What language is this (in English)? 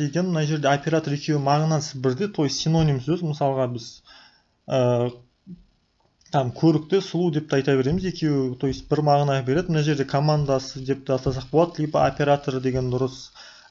Kazakh